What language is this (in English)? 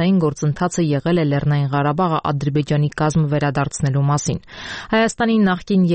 Armenian